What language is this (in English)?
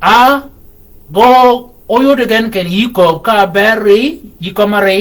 Shilluk